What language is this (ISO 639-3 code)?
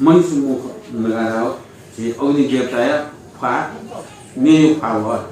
new